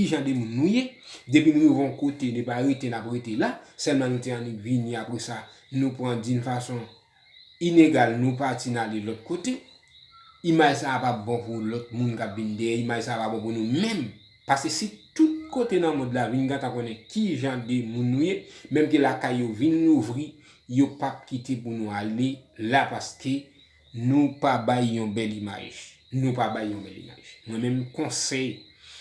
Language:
Haitian Creole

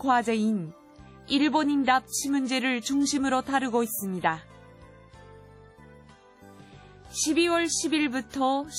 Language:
Korean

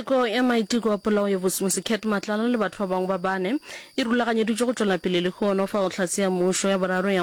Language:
Northern Sotho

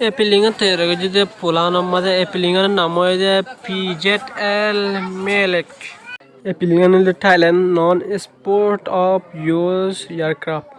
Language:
Rohingya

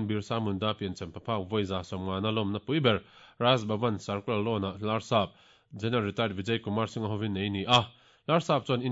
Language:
Mizo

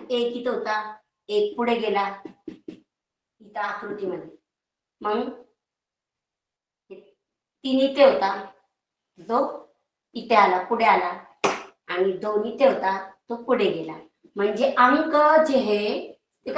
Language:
Marathi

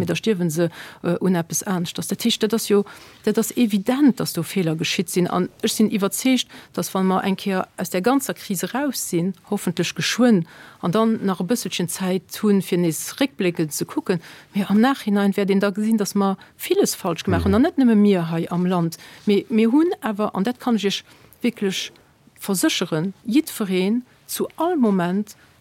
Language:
Luxembourgish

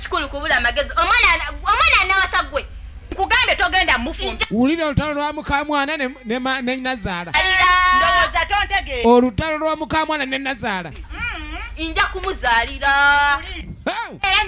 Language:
Ganda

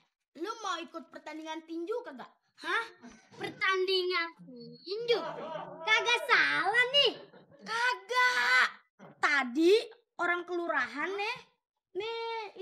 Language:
Betawi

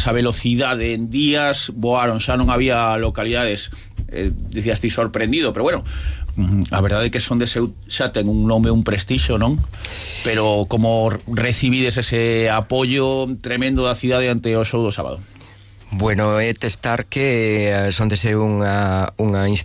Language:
Galician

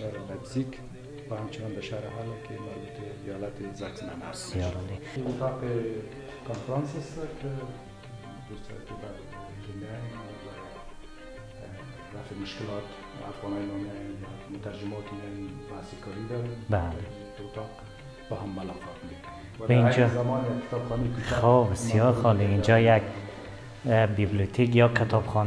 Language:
Persian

